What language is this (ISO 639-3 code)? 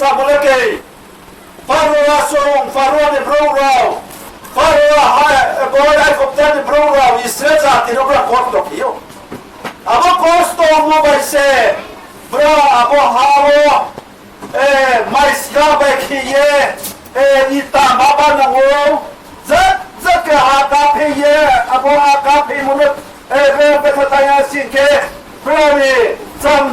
ria